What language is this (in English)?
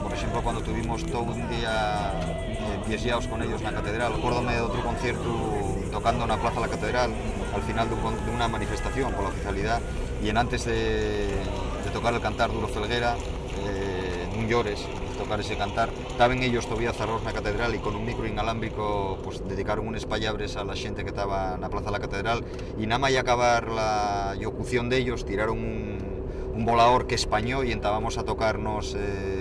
Asturian